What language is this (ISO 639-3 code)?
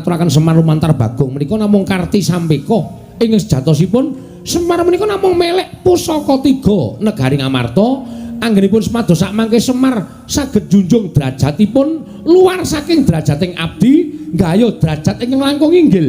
jav